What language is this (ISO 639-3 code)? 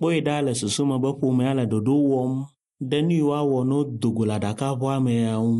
ewe